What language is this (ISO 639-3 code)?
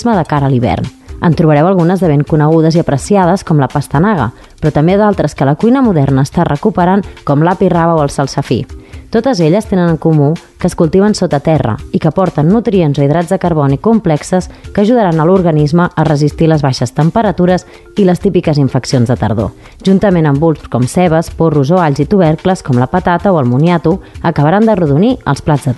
cat